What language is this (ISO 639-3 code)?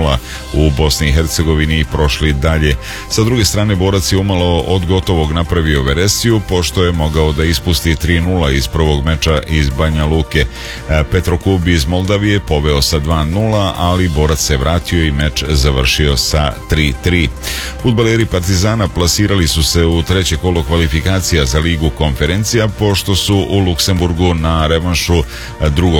srp